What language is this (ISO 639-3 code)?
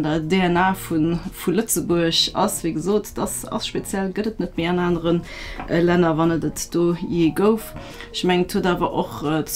ltz